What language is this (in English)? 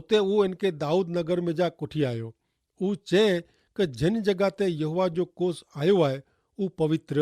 Kachhi